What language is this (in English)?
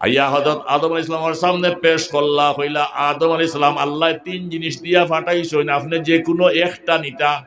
Sylheti